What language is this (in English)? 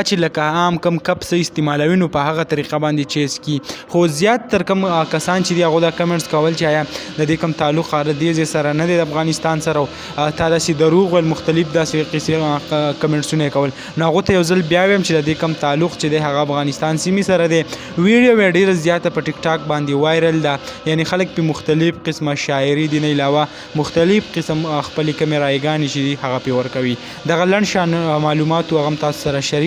Pashto